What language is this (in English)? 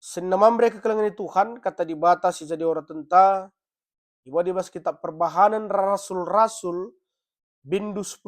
Batak Karo